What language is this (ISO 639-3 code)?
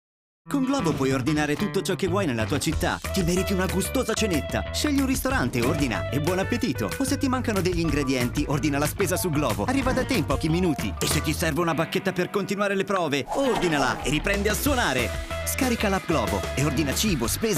ita